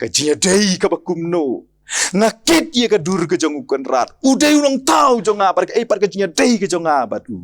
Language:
Khasi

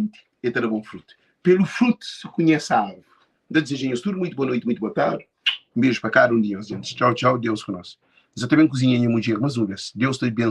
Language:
Kabuverdianu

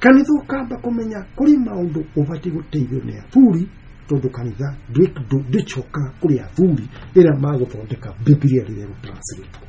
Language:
Kikuyu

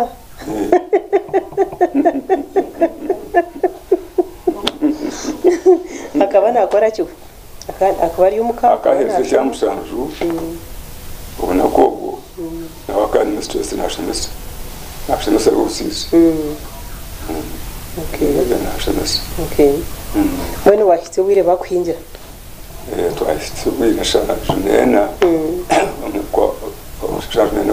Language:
Kinyarwanda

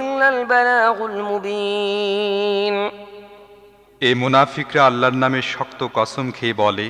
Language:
Bangla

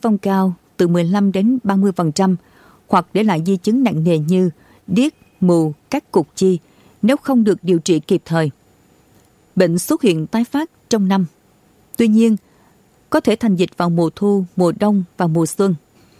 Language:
Vietnamese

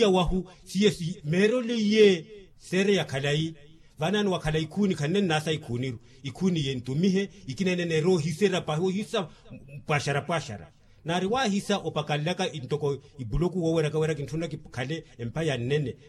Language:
Makhuwa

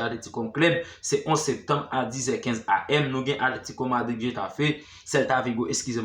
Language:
Haitian Creole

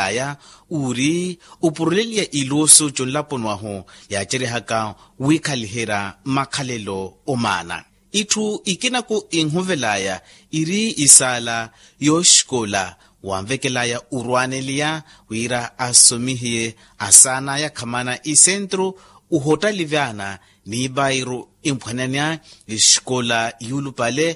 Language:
Makhuwa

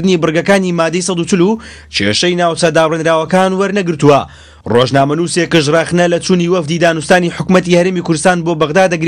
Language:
Central Kurdish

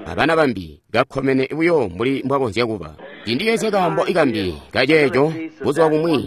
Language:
Tonga (Zambia)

